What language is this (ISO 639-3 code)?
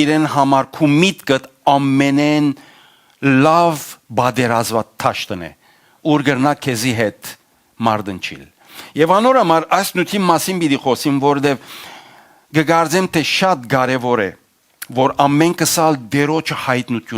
hyw